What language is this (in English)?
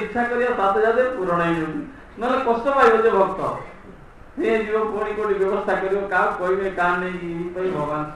Odia